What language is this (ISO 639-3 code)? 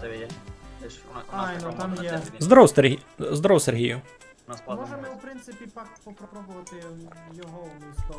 rue